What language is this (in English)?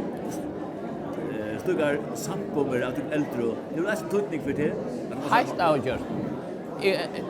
Faroese